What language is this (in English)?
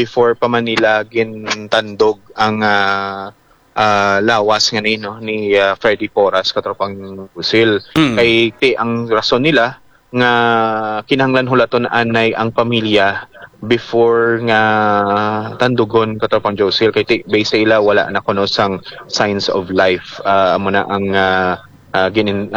Hiligaynon